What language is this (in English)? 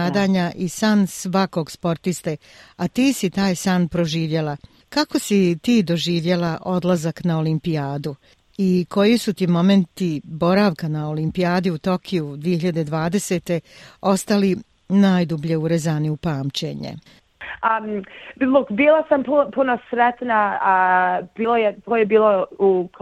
Bosnian